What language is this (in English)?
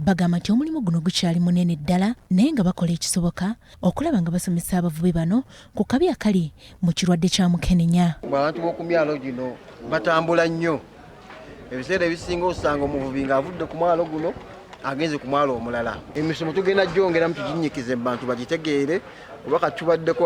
Ganda